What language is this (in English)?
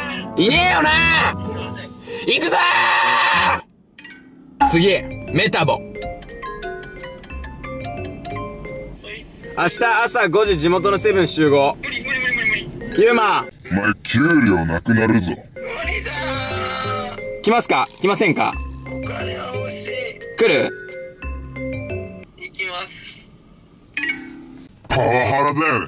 Japanese